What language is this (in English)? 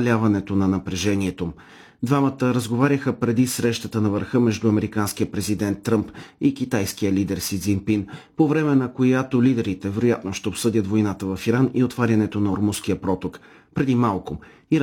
Bulgarian